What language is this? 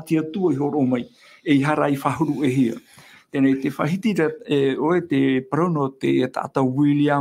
Tahitian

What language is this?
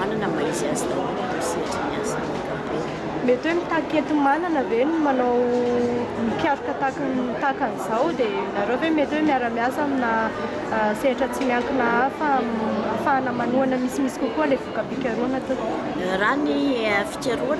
Malagasy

